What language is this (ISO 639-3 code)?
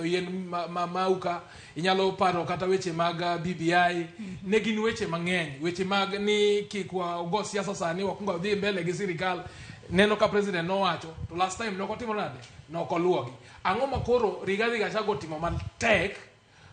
luo